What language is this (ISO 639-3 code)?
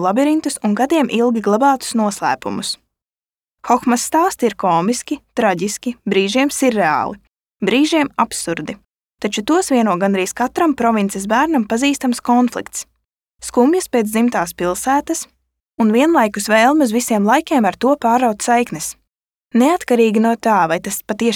lav